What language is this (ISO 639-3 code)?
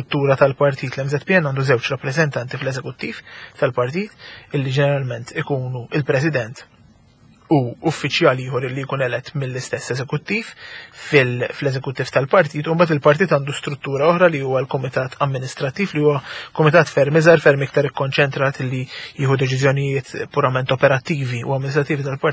mlt